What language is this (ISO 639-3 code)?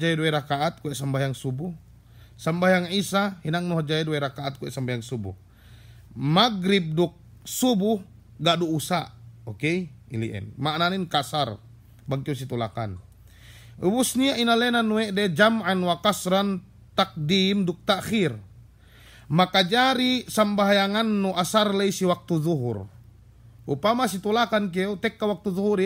yka